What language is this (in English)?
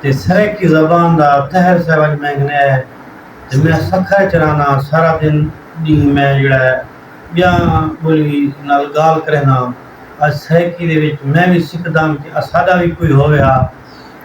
Saraiki